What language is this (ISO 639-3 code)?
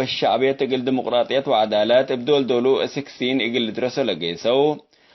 tig